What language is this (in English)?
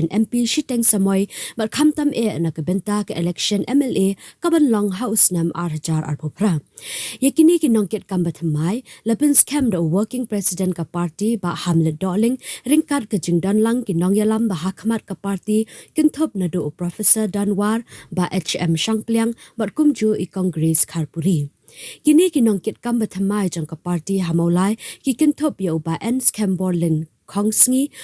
Khasi